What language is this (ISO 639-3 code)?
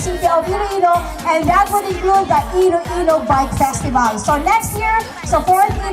hil